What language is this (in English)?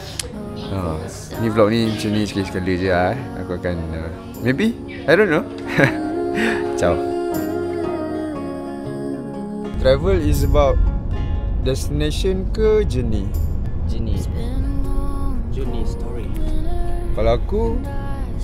Malay